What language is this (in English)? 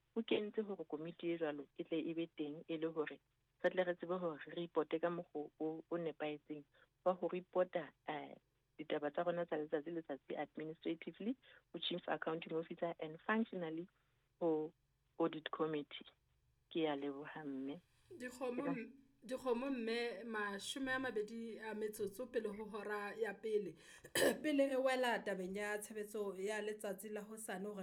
Southern Sotho